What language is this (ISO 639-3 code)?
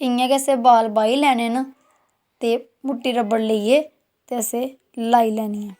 doi